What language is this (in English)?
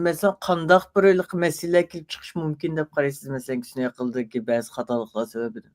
Uyghur